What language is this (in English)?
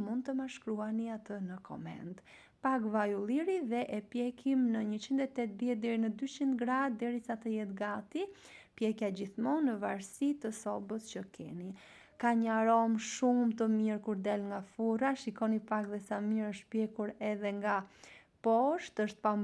Albanian